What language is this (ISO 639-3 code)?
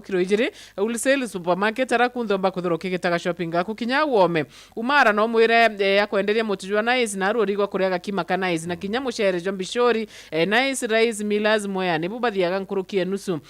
mer